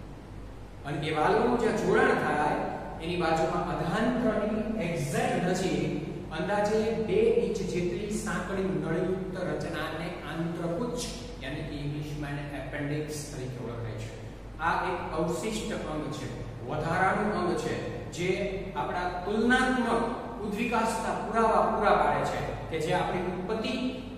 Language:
Gujarati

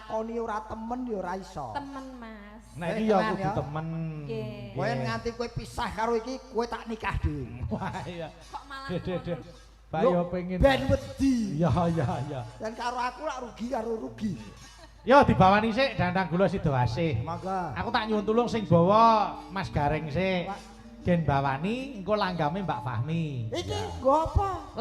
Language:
Javanese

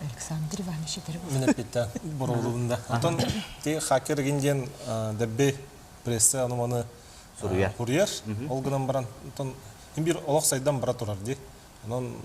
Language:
Yakut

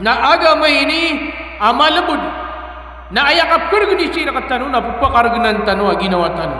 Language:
Maranao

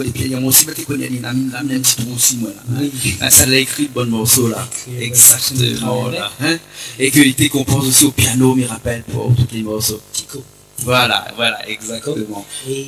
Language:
Réunion Creole French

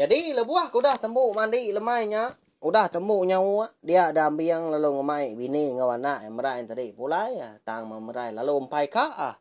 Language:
Iban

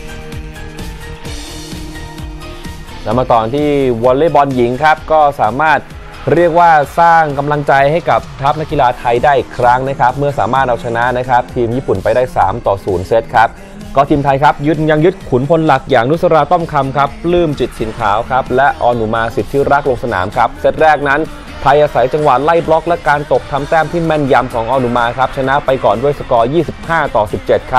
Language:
Thai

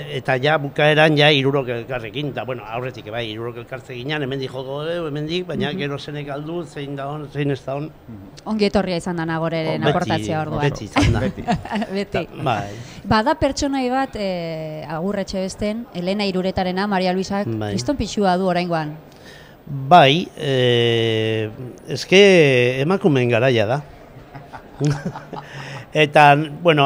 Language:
Basque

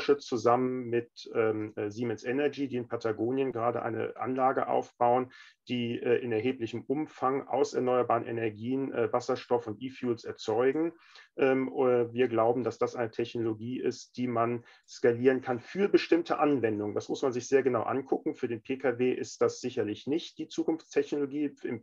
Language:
German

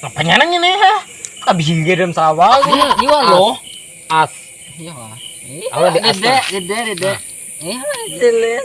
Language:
Banjar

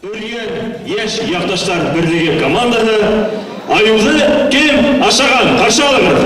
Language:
Bashkir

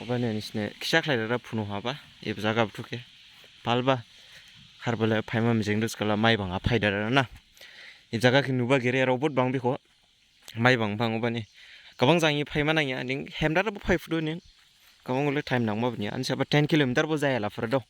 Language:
Dimasa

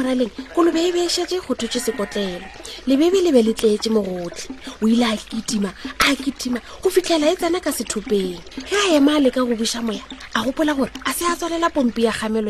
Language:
Northern Sotho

